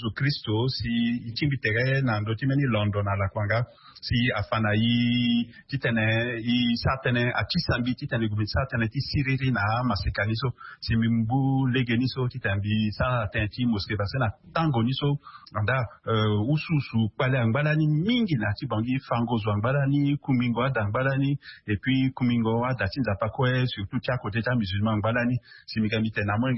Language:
Sango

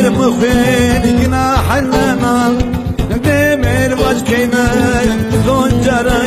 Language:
Zaza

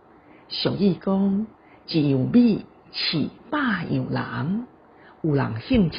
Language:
Min Nan Chinese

